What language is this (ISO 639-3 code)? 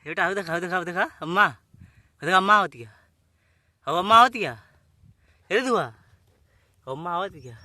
bho